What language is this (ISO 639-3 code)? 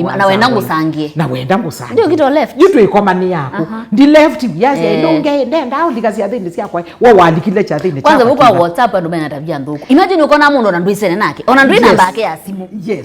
kam